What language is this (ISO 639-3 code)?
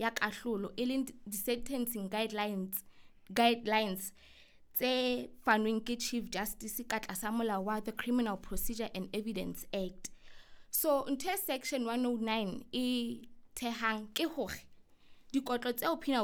sot